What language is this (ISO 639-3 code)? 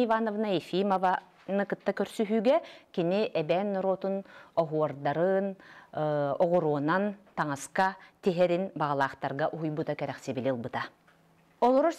sah